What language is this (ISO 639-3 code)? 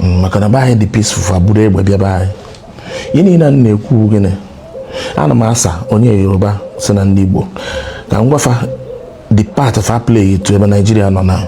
ibo